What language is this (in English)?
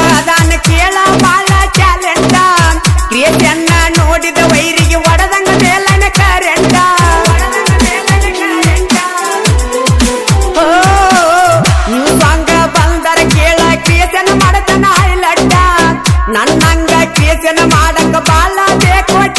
Kannada